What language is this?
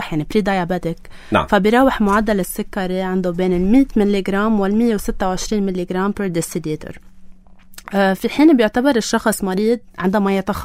North Levantine Arabic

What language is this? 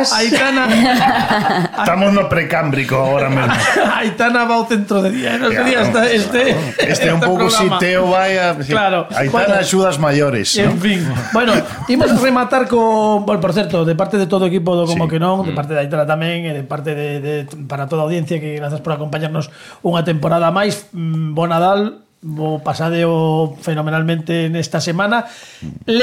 Galician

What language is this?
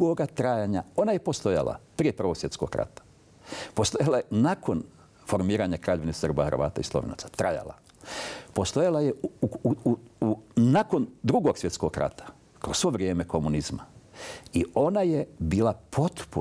Bosnian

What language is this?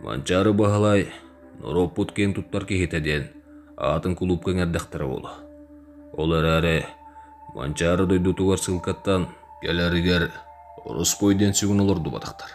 Yakut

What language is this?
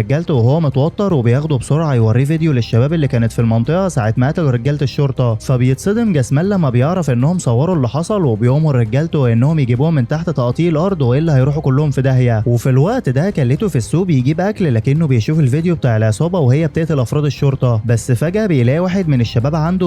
Egyptian Arabic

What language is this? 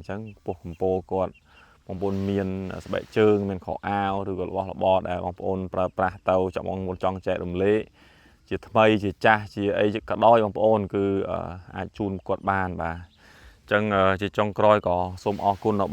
Khmer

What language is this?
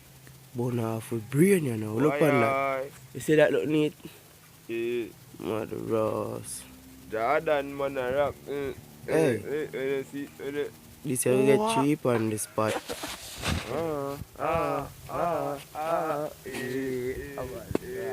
Jamaican Creole English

